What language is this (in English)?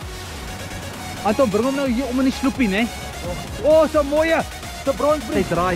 Afrikaans